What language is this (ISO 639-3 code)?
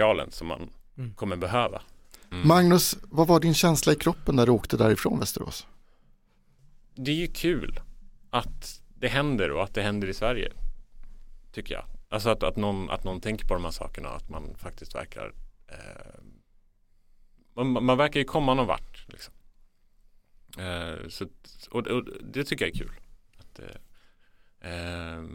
swe